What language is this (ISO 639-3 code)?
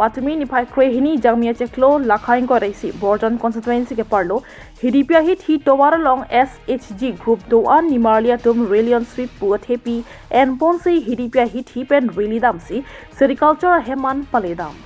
mjw